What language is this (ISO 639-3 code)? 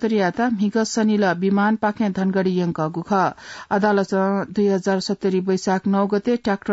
new